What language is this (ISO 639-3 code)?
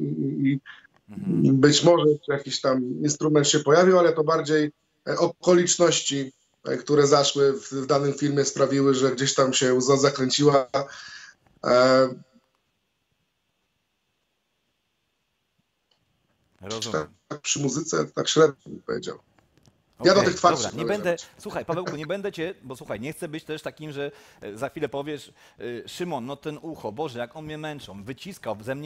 pol